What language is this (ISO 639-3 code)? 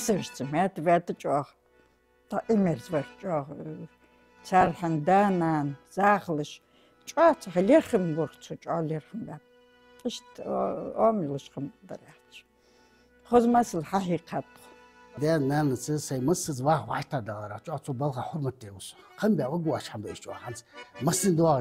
inh